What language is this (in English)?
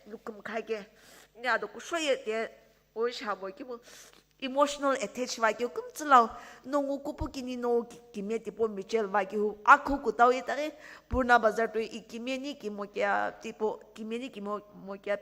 Sumi Naga